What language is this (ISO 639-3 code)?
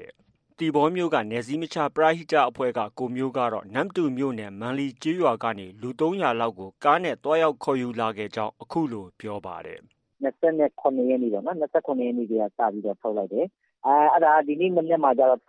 mya